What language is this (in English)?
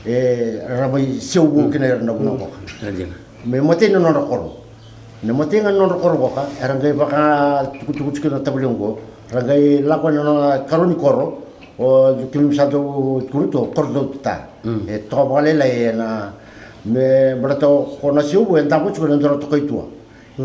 Fijian